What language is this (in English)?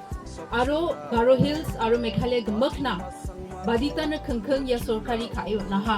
Garo